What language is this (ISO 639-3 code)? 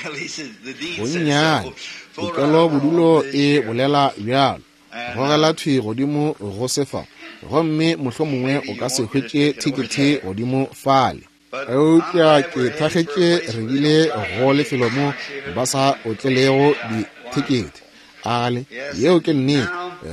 nso